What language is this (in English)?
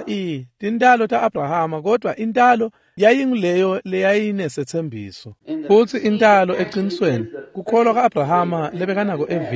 Swati